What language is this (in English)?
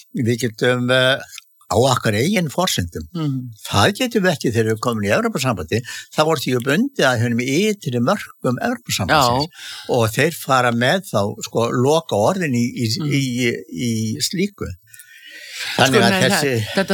Icelandic